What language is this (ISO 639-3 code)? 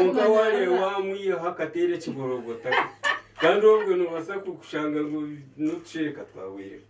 nyn